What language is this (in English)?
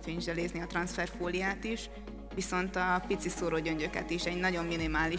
Hungarian